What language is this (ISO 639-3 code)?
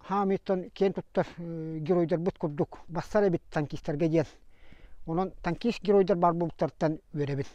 sah